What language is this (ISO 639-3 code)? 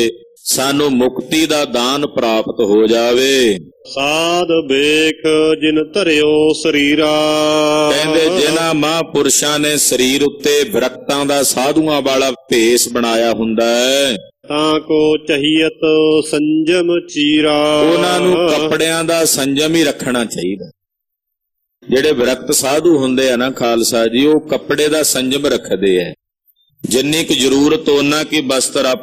pan